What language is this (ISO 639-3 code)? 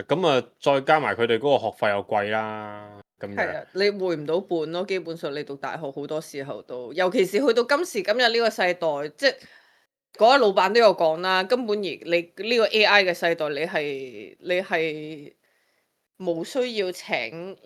yue